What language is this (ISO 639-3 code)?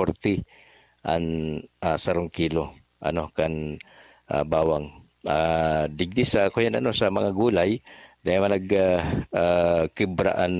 bik